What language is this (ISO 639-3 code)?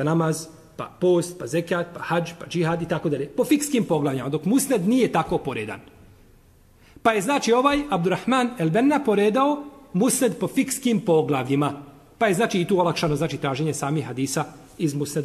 bos